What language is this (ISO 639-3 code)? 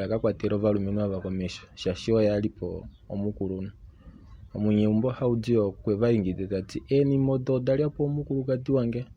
kua